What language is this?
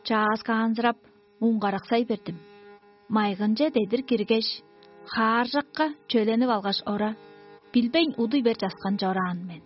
Tuvinian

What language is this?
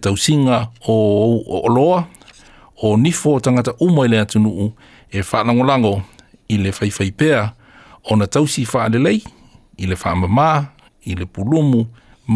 Samoan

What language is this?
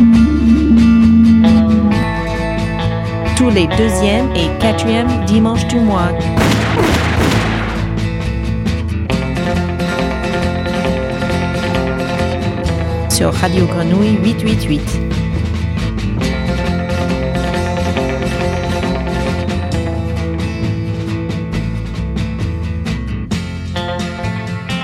French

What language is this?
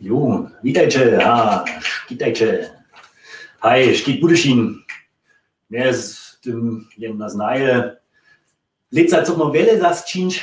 Upper Sorbian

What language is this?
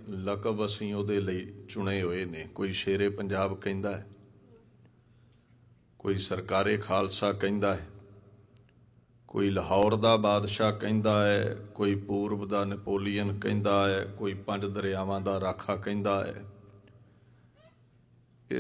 Punjabi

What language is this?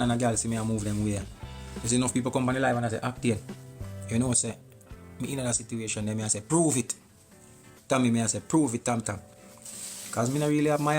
Jamaican Creole English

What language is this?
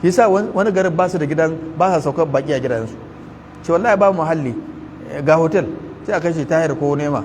Hausa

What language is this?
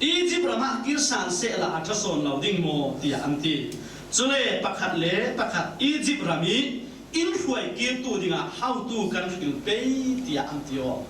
Falam Chin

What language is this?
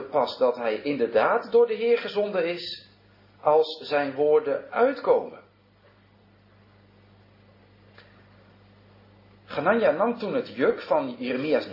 Dutch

